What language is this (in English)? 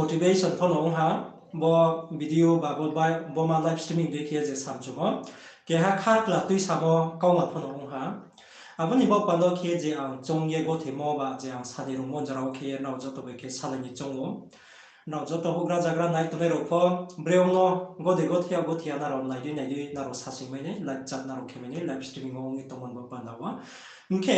Riang (India)